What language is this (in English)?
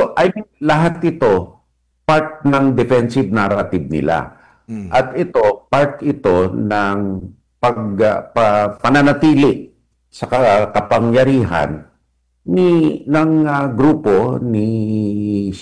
Filipino